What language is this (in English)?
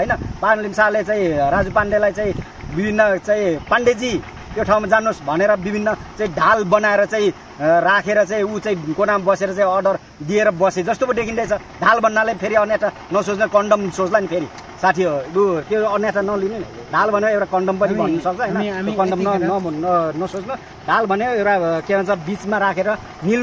Nepali